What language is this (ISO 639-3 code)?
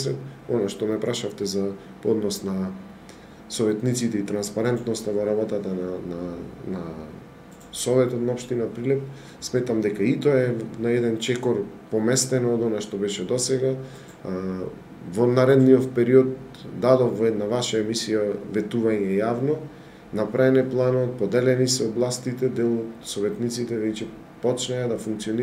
mkd